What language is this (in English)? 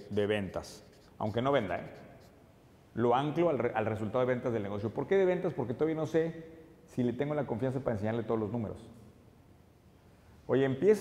Spanish